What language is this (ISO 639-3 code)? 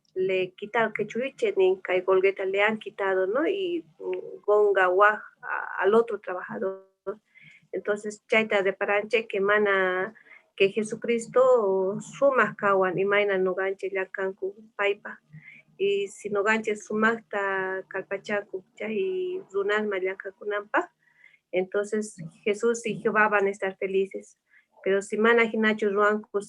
que